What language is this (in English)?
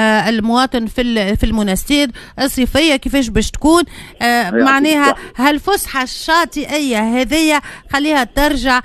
Tunisian Arabic